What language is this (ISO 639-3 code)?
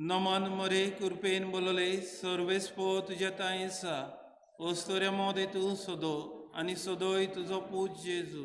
kok